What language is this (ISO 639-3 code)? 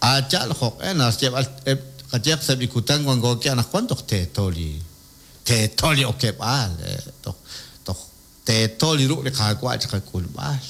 kek